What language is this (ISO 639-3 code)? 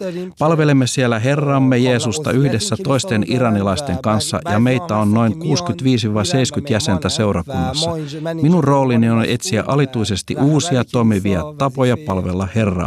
fin